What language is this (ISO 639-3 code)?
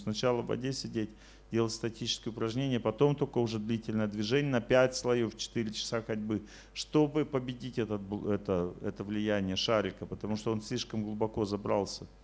rus